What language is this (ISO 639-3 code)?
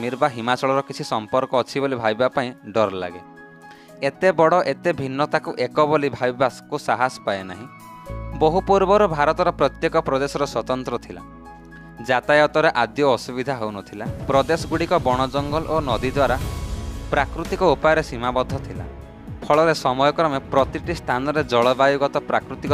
ori